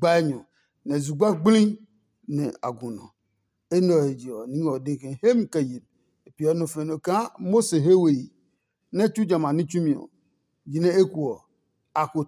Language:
Adangme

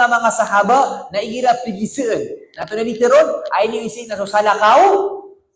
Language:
Maranao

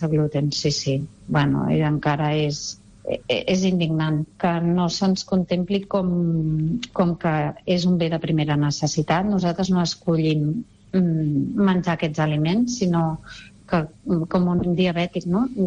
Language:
Catalan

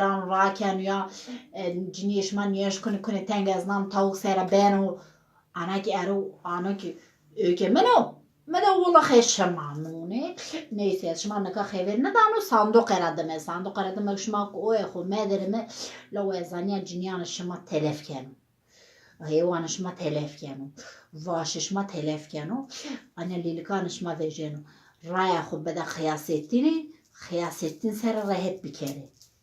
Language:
Zaza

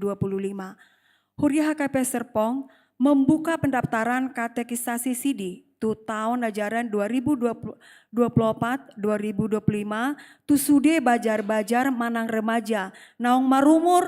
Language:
Batak Toba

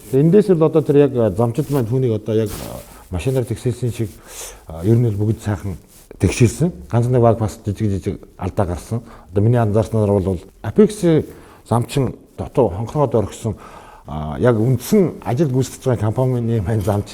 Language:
Mongolian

